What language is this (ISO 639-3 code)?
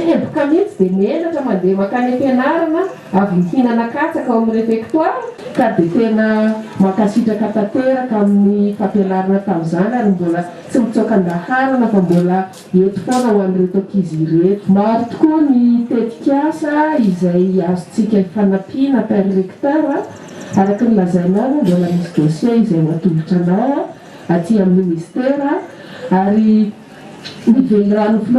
mlg